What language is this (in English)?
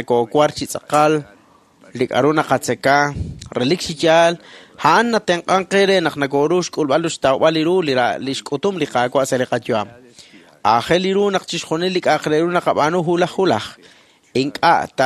Kekchí